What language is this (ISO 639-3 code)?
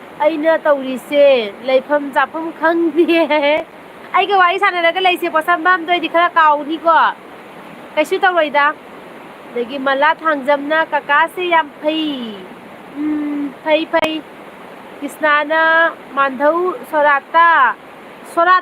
mni